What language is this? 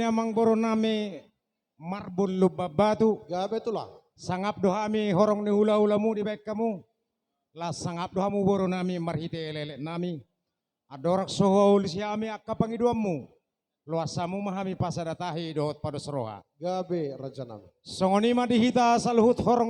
Batak Toba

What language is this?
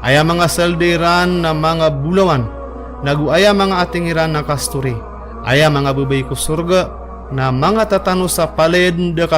Maranao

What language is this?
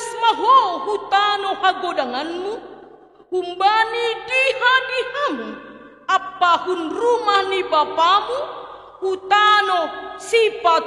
Batak Simalungun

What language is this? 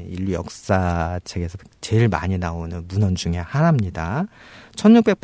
Korean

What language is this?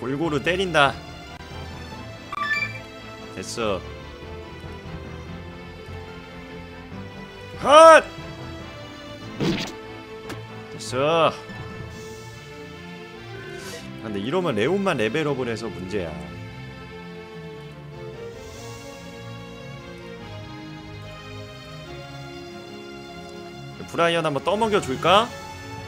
Korean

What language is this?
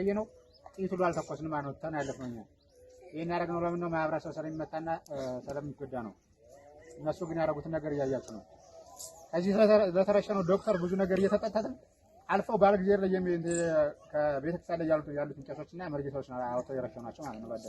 Amharic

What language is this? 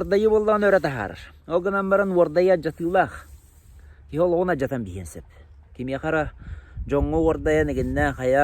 Yakut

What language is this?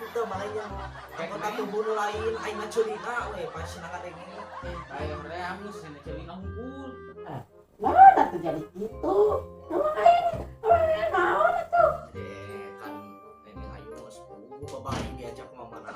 Sundanese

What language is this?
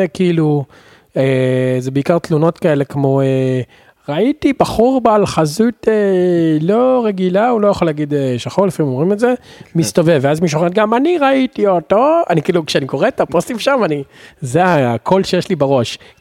Hebrew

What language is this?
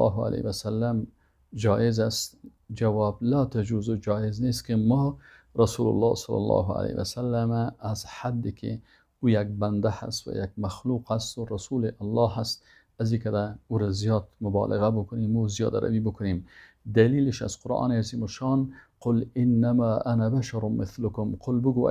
Persian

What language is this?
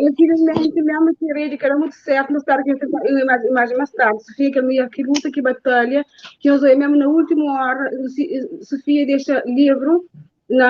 Kabuverdianu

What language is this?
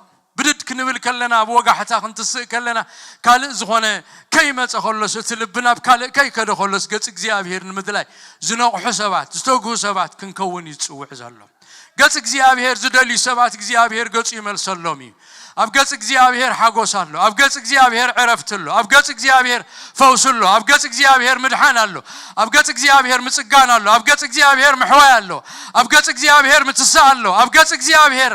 Tigrinya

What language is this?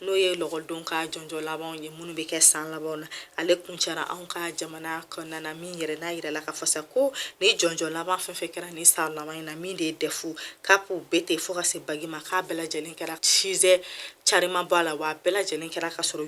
Bambara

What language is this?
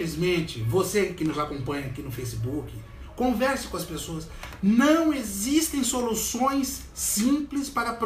Portuguese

